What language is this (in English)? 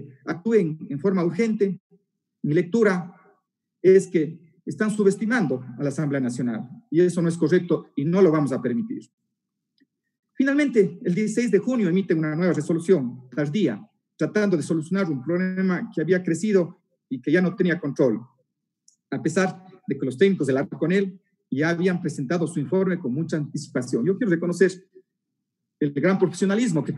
Spanish